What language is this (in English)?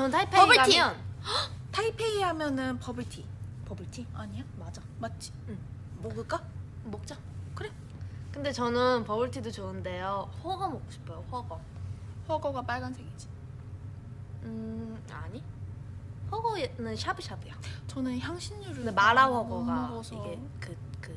Korean